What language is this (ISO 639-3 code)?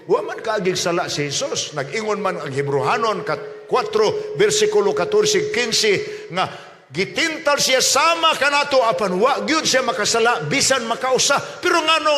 ceb